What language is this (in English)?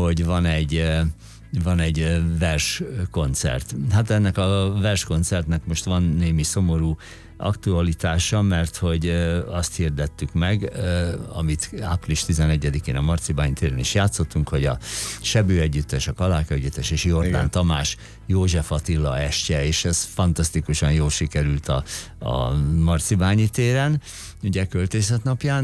Hungarian